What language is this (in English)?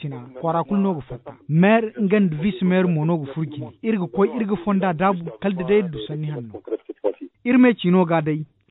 Zarma